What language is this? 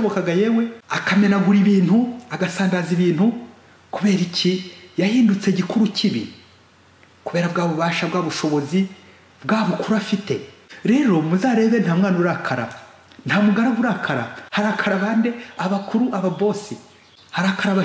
Kinyarwanda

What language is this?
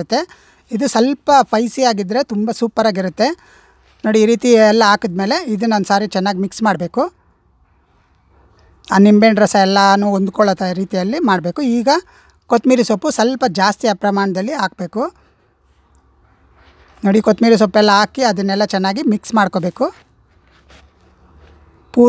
Kannada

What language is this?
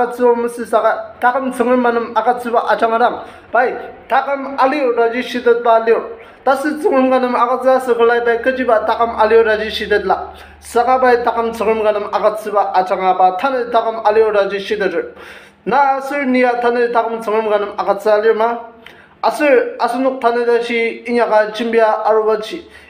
Ao Naga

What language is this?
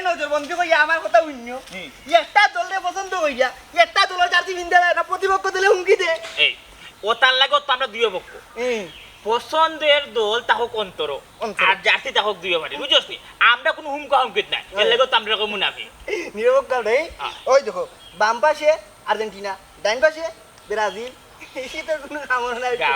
Sylheti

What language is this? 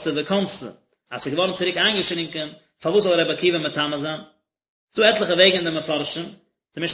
Yiddish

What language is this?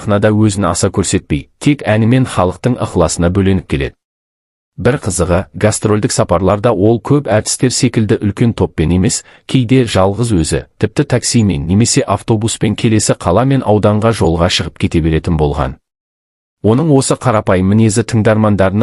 Kazakh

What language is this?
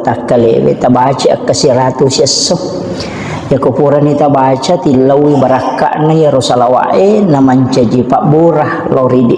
Buginese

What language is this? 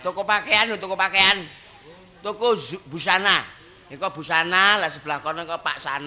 Javanese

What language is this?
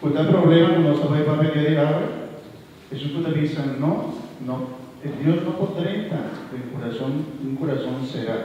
Papiamento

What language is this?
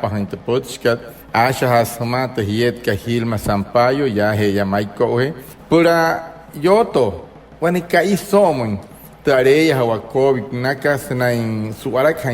Wayuu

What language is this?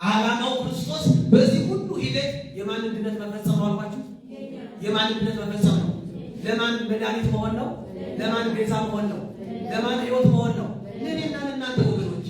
Amharic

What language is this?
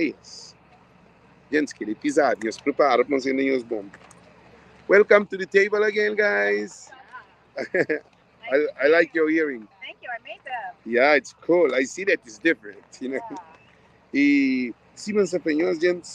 Kabuverdianu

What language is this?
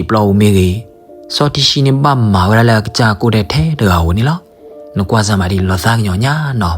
S'gaw Karen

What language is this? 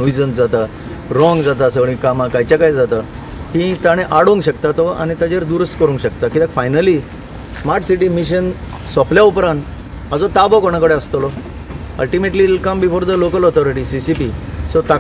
Konkani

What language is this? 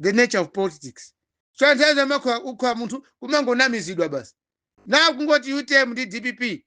Nyanja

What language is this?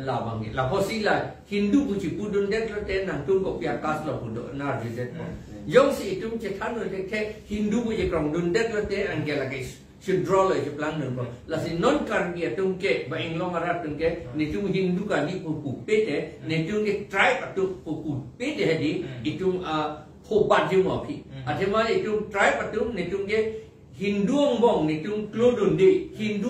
Karbi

